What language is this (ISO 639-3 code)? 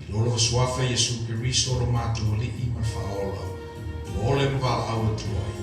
smo